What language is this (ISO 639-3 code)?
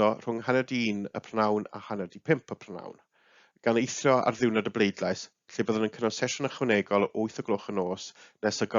cym